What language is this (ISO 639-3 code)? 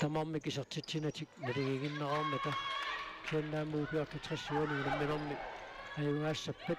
kal